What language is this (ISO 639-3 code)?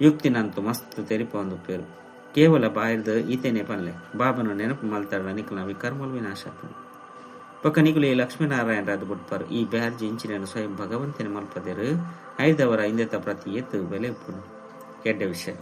tcy